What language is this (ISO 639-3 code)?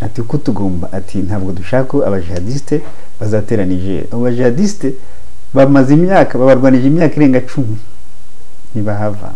kin